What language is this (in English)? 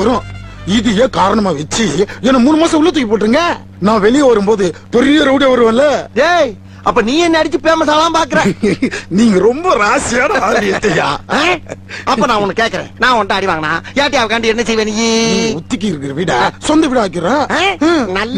Tamil